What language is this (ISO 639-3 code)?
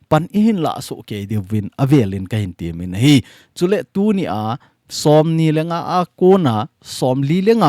tcz